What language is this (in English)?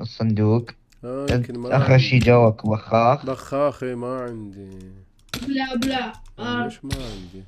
Mesopotamian Arabic